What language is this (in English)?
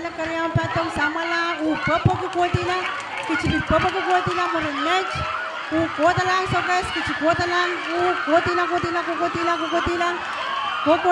Pohnpeian